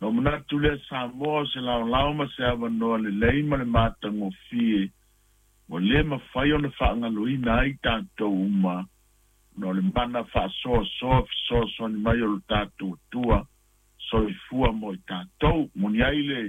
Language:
Samoan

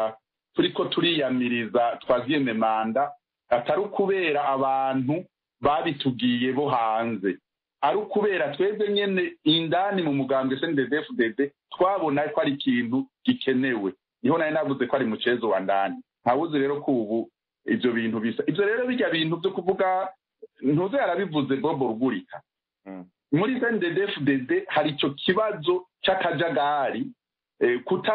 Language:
Rundi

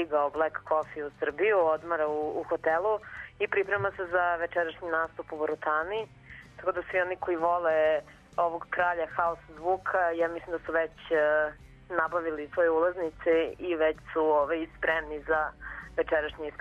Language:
Serbian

